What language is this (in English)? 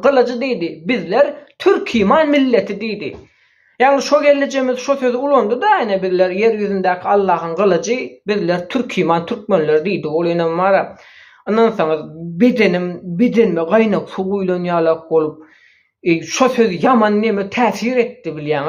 Turkmen